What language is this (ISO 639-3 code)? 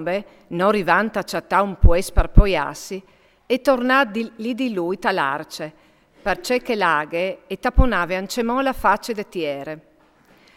fur